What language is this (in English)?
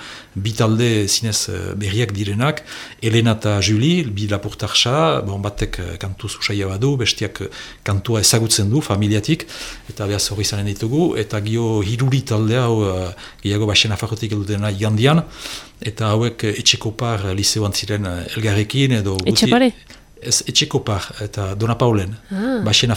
Basque